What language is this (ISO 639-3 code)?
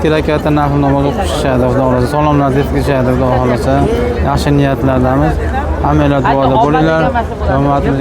uzb